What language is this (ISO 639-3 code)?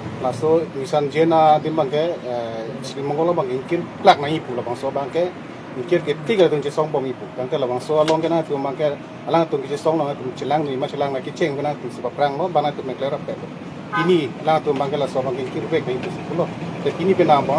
mjw